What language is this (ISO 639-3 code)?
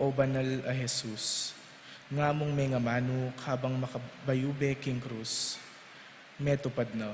pam